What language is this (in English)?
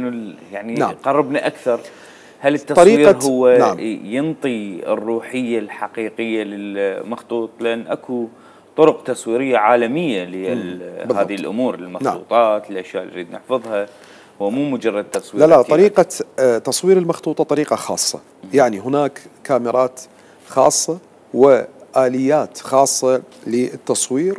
Mesopotamian Arabic